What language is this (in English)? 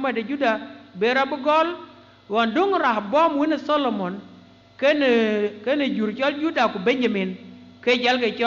Dinka